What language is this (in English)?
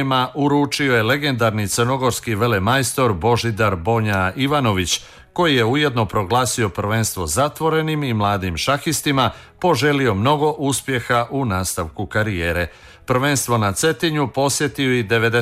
Serbian